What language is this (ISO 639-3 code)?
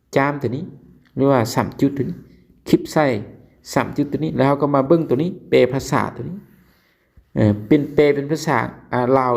lao